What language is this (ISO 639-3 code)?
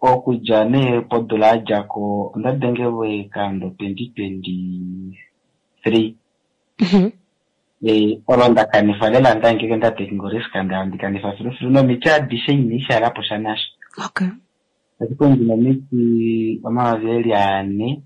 kua